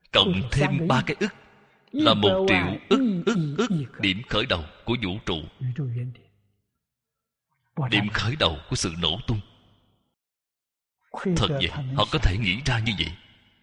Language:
Vietnamese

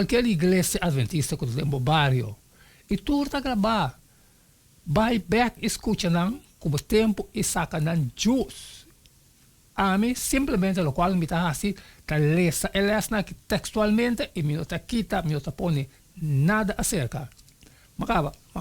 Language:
Papiamento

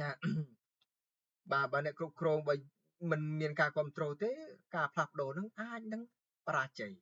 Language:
Khmer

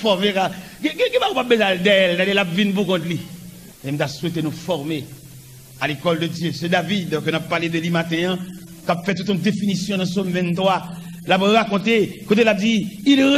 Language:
Haitian Creole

